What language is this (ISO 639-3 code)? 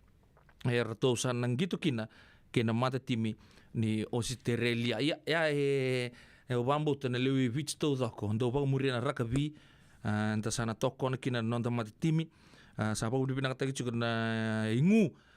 fij